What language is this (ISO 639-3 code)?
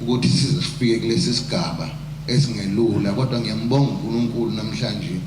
zul